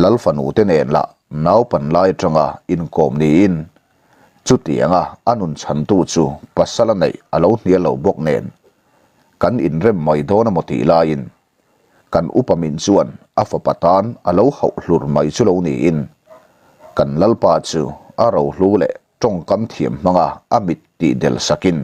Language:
Mizo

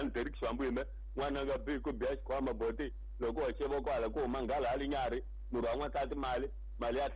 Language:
Tsonga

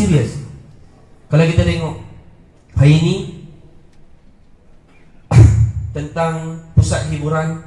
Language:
Malay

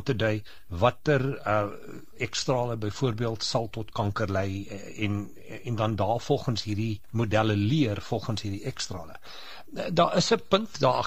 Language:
Afrikaans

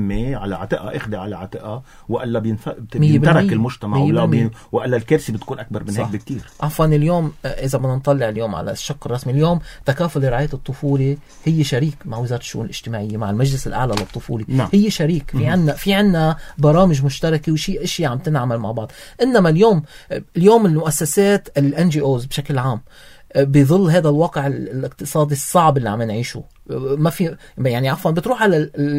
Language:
North Levantine Arabic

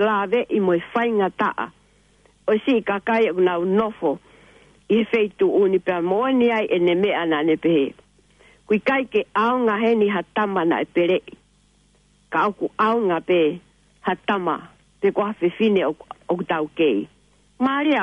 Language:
Tongan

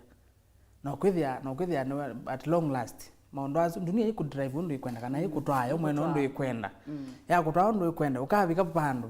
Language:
Kamba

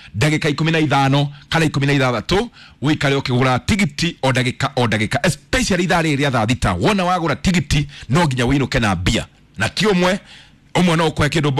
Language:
Kikuyu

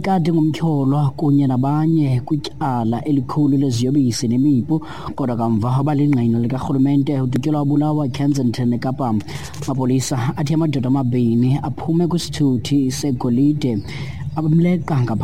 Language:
Xhosa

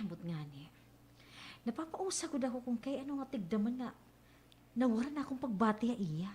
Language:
Waray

